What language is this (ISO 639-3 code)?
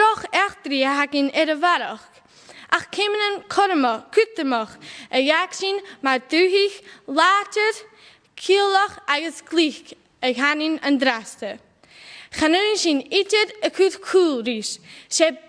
gla